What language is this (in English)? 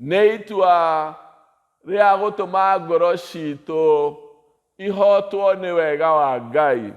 Kikuyu